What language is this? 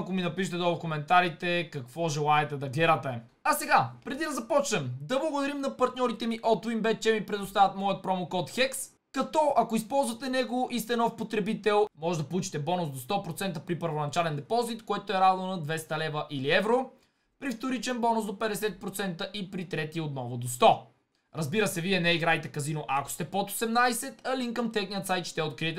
Bulgarian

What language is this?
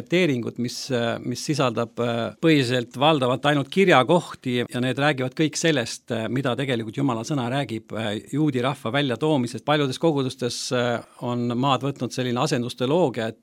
Estonian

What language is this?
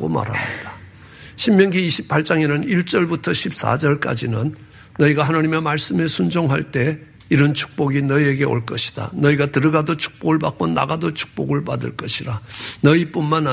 Korean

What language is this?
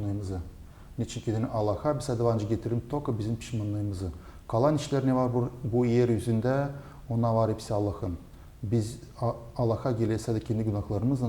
Gagauz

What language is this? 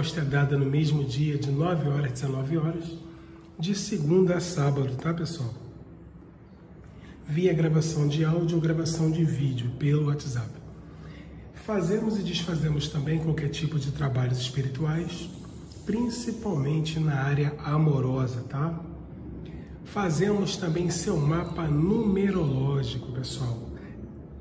Portuguese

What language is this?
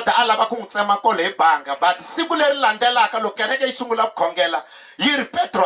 Tsonga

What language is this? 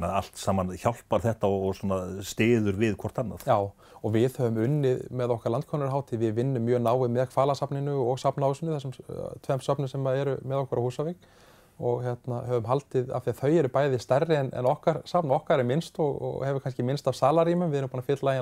Icelandic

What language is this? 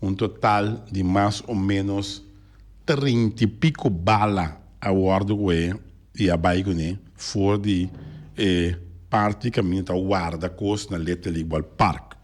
Papiamento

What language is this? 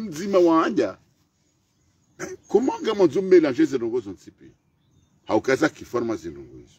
Swahili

